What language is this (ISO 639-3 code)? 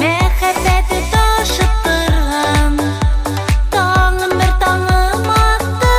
tat